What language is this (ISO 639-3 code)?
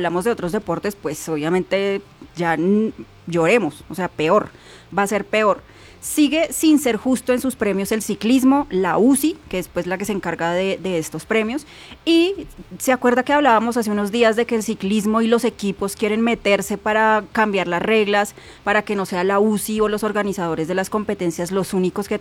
spa